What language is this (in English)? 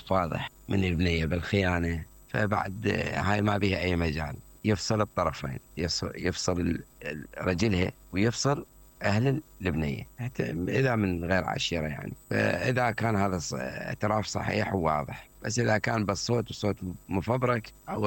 Mesopotamian Arabic